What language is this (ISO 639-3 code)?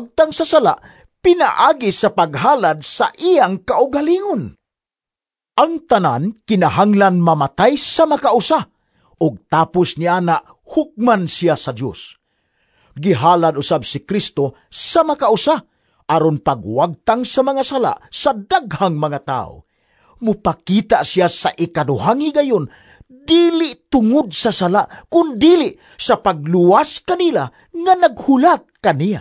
ceb